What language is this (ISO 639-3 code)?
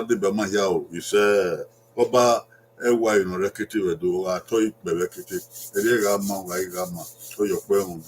bin